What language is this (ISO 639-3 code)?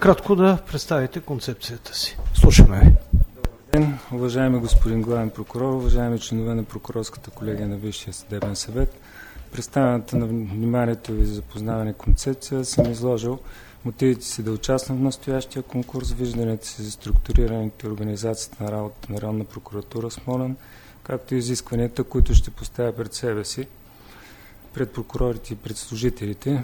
bul